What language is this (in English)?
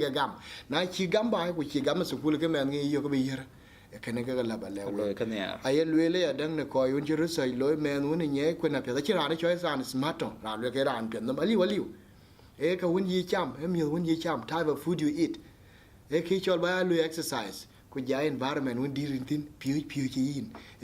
Dinka